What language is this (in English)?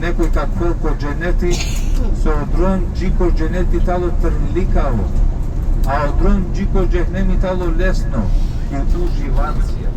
Balkan Romani